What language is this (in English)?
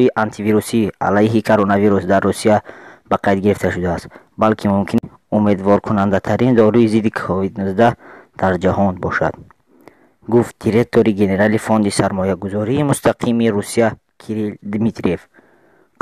Tajik